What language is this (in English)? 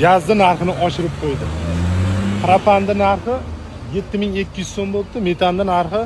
Uzbek